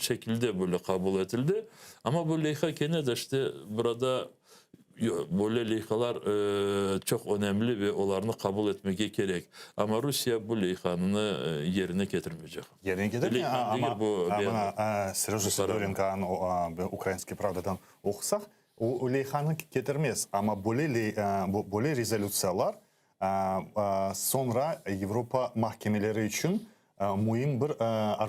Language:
Crimean Tatar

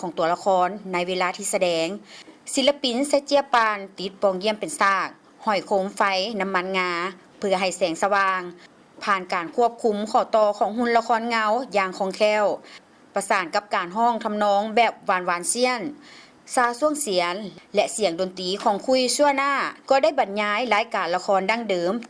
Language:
Lao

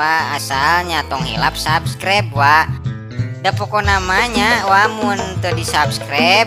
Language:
Sundanese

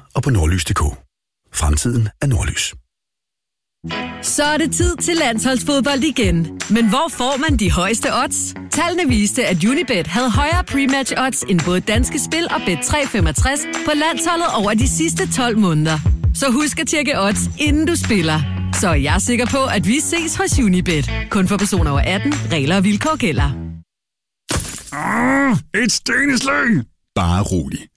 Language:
Danish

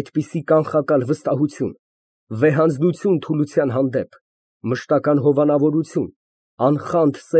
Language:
Armenian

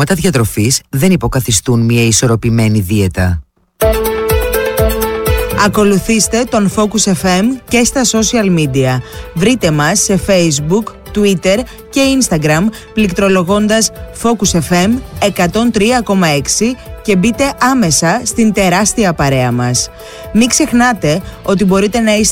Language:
Greek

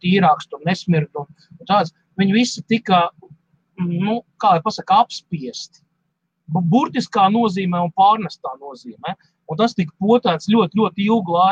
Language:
Latvian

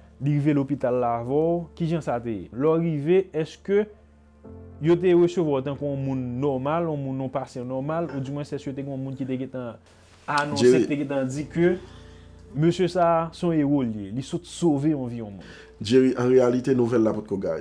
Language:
Haitian Creole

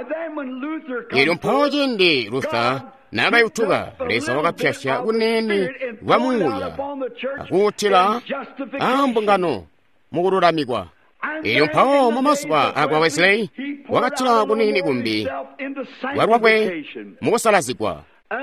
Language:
Tonga (Zambia)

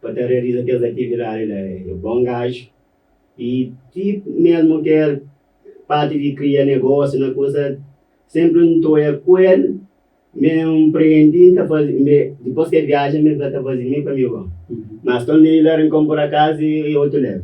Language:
Kabuverdianu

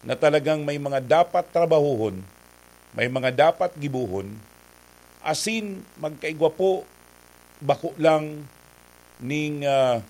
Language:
Bikol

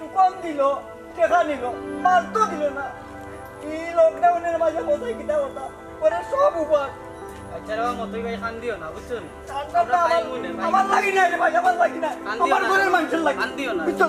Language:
Sylheti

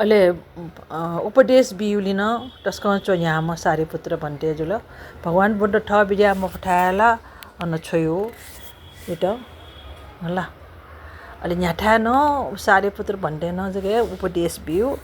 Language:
Newari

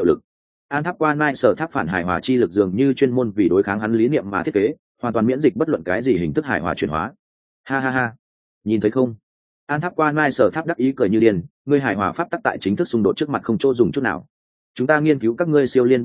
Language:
Vietnamese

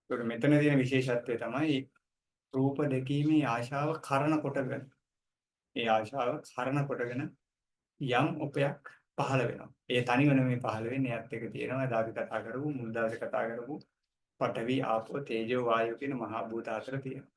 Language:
Sinhala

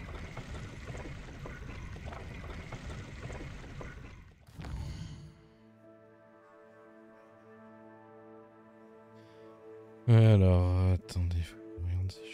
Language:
French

